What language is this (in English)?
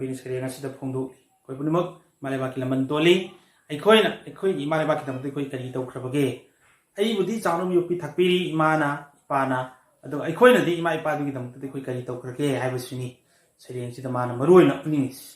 Manipuri